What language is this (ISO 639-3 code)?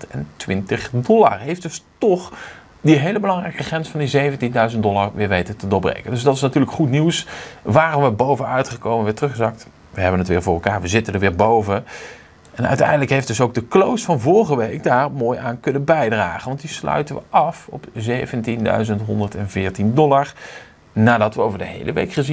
nld